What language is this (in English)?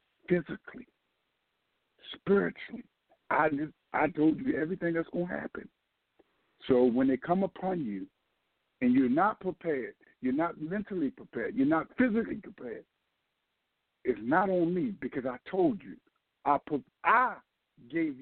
English